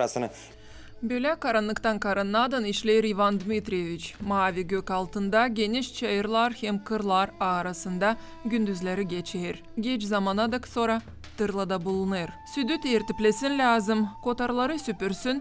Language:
Gagauz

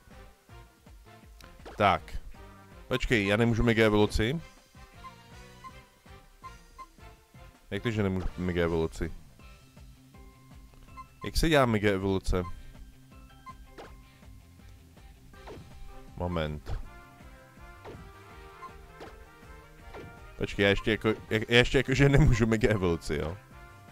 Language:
Czech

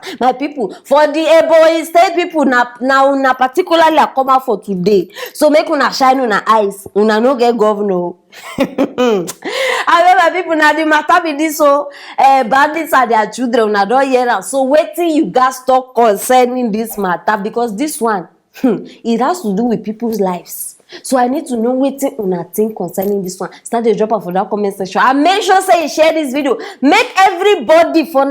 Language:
Nigerian Pidgin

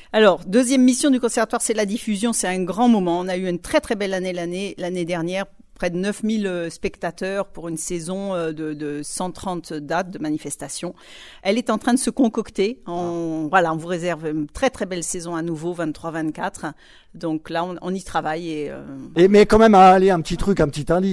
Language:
French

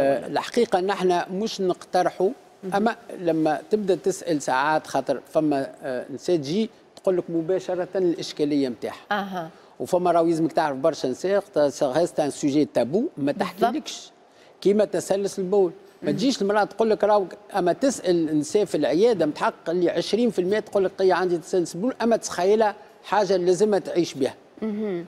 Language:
Tunisian Arabic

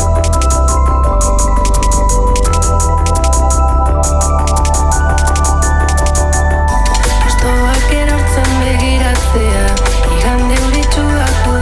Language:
Basque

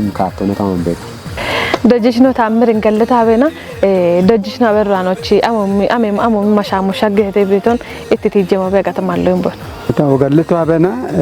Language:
Kafa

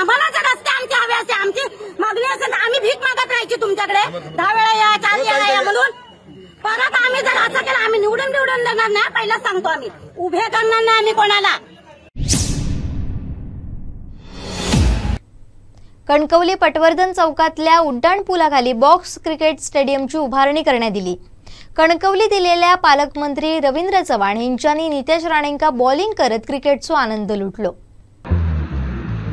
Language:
Marathi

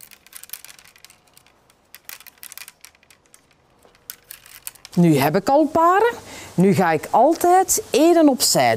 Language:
Dutch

